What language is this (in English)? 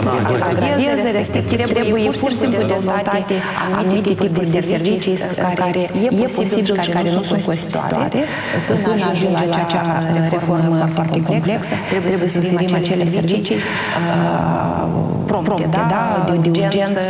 Romanian